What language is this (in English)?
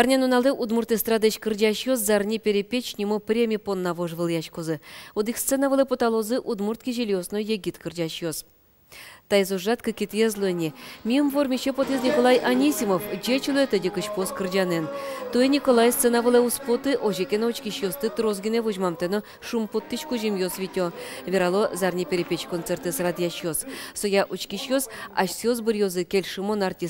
Udmurt